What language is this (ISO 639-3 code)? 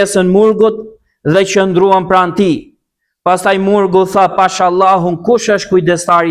sqi